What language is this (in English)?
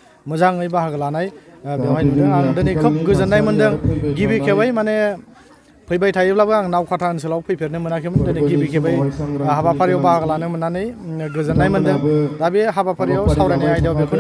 Bodo